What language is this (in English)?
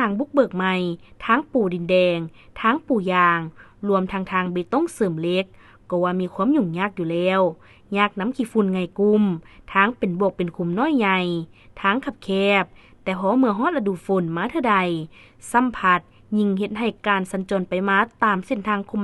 Lao